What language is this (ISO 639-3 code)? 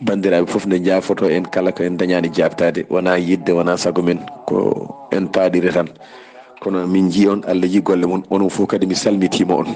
ful